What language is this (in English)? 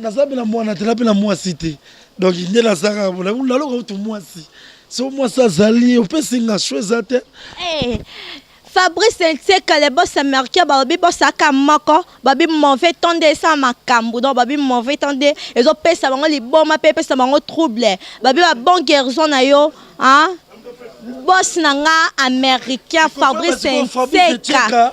Lingala